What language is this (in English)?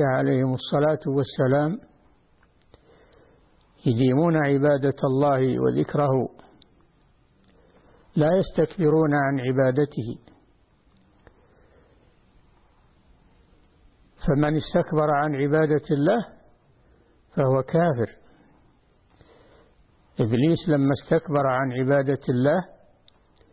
Arabic